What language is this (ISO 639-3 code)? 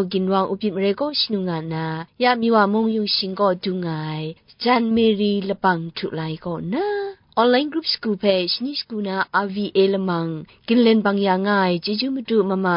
kac